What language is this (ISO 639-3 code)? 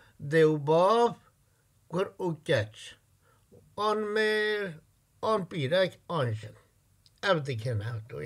kur